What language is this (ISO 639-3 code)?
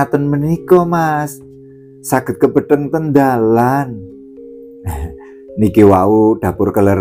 jav